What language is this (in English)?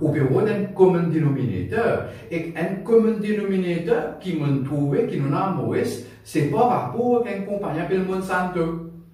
Morisyen